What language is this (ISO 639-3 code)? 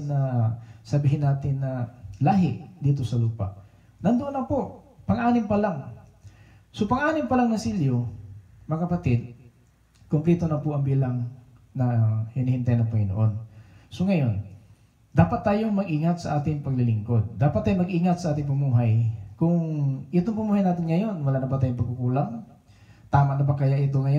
fil